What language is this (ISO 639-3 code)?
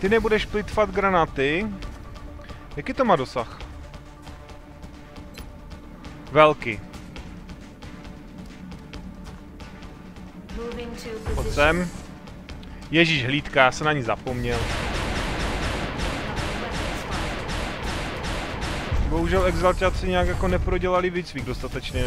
ces